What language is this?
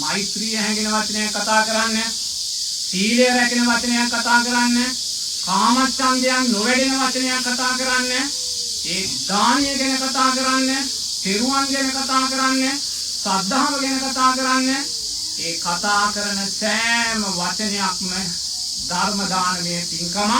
Sinhala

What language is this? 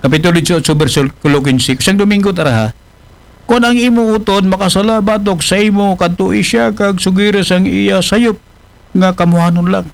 Aklanon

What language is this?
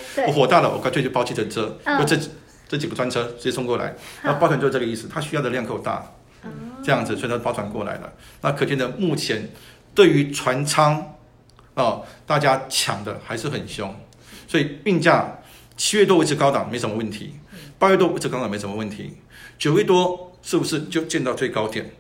Chinese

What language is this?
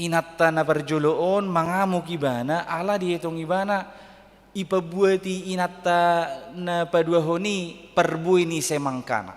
Batak Toba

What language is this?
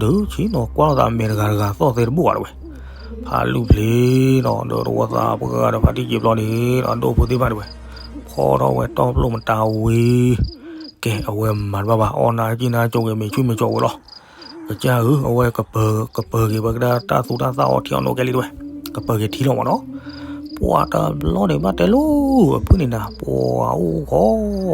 S'gaw Karen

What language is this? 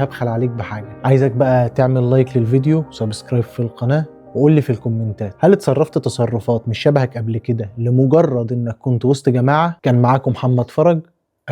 Egyptian Arabic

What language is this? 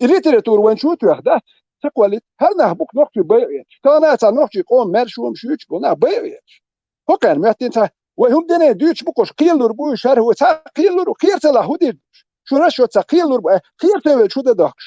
Chechen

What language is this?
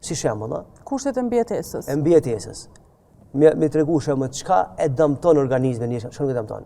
Albanian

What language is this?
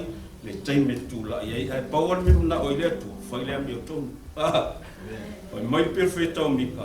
Samoan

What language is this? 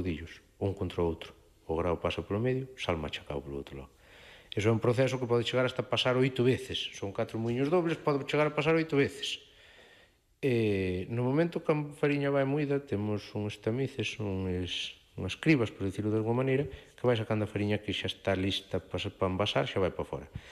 Galician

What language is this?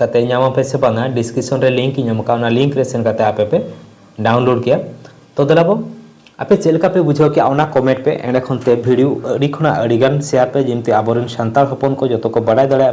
Santali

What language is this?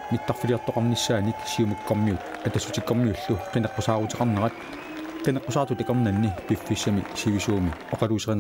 Kalaallisut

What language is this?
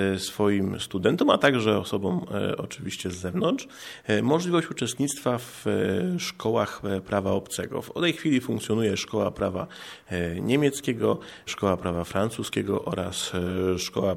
Polish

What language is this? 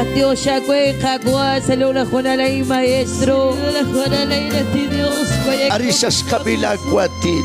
Kekchí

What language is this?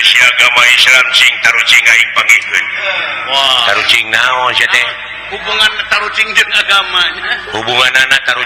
Sundanese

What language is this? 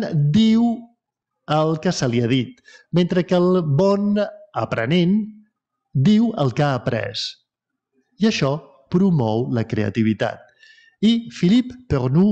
Catalan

